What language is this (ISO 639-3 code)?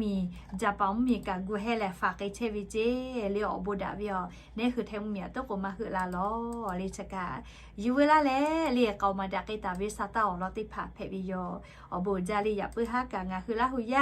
lhu